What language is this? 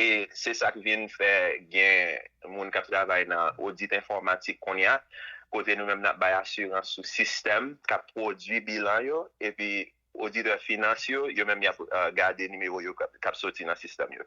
Haitian Creole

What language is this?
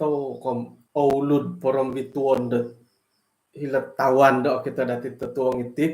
Central Dusun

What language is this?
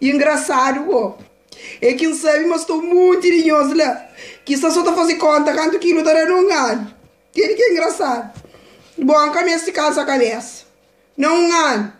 Kabuverdianu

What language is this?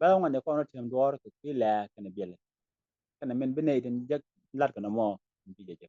Nuer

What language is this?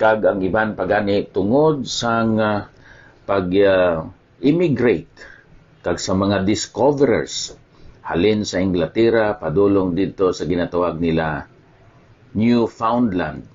Hiligaynon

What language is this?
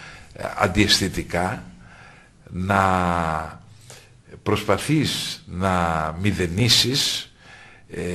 Greek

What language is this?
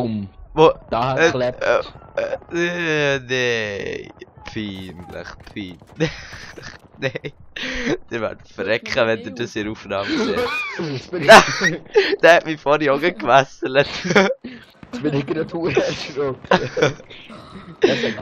Swiss German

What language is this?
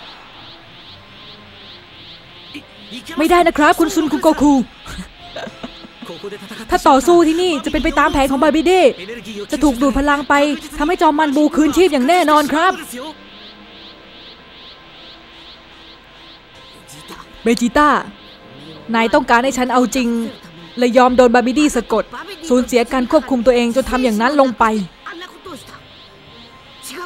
Thai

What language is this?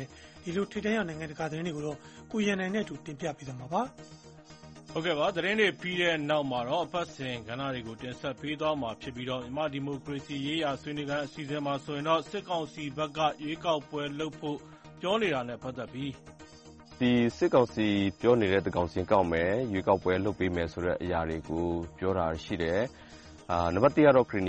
Burmese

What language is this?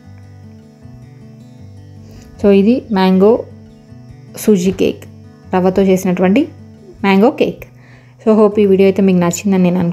Telugu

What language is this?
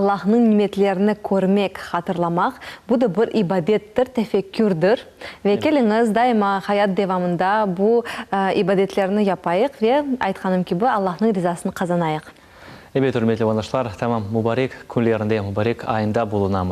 Crimean Tatar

